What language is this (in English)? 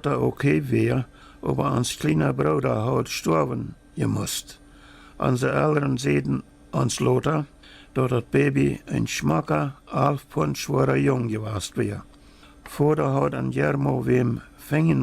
Plautdietsch